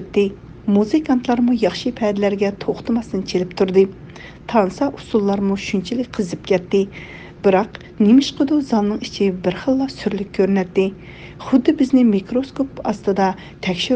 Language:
Uyghur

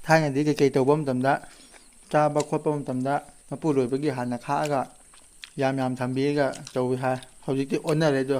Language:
Manipuri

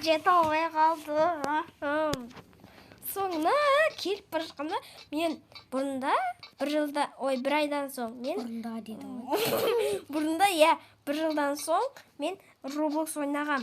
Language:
Kazakh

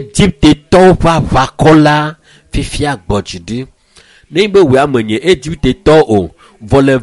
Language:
Ewe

